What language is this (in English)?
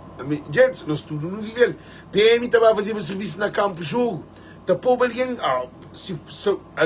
Kabuverdianu